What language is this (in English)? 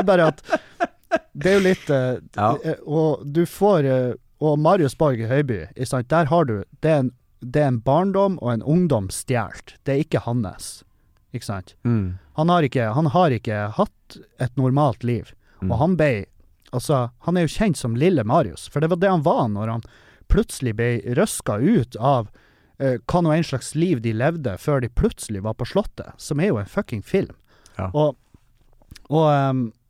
Norwegian